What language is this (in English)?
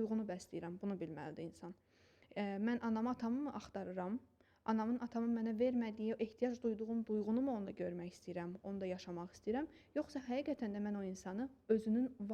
Azerbaijani